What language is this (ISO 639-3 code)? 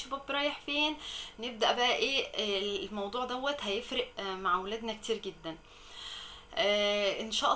arz